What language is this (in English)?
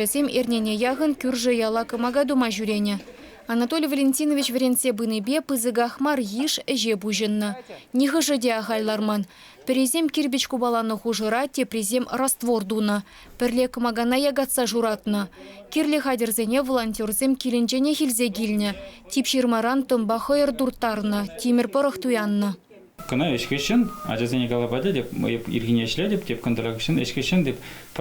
Chuvash